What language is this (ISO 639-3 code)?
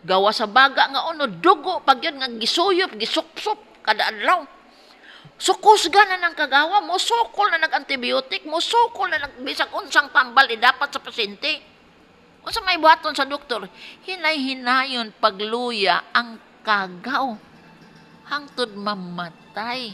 ceb